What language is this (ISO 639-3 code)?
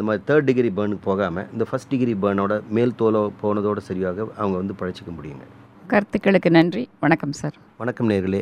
tam